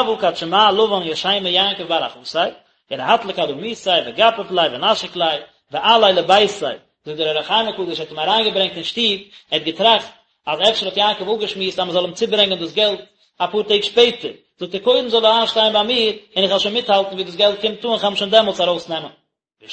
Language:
Yiddish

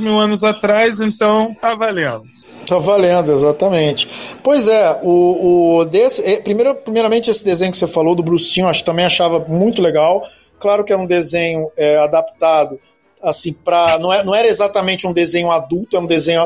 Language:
Portuguese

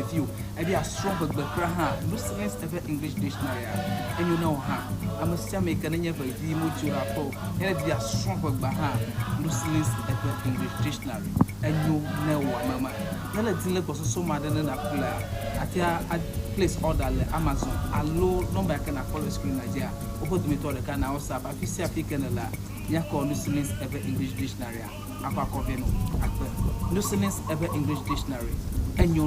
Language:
Ewe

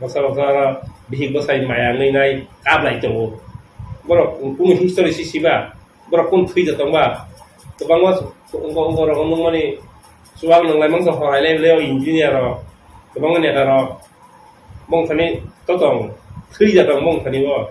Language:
Kok Borok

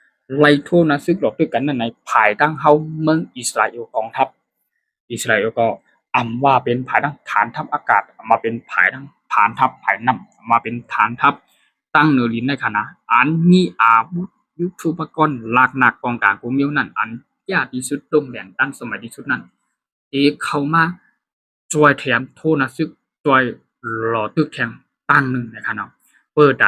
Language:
Shan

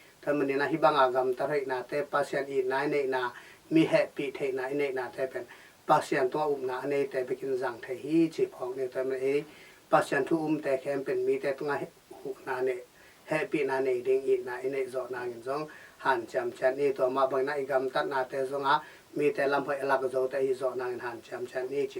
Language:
Tedim Chin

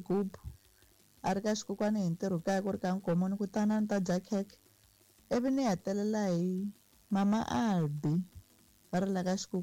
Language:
Tsonga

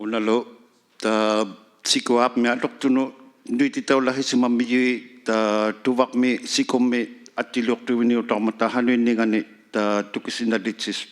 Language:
Inuktitut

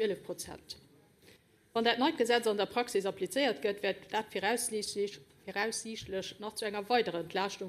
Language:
Luxembourgish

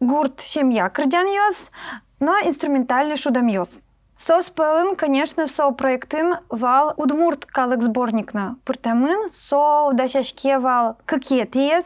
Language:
Udmurt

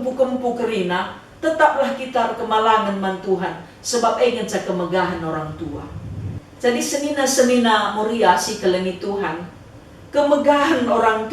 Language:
Batak Karo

